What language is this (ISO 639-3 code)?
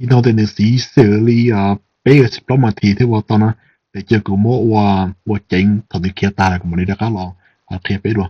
hmn